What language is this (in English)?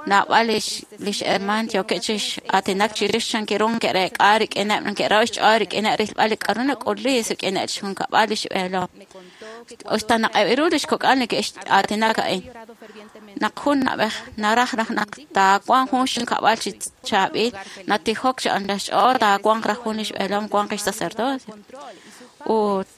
Kekchí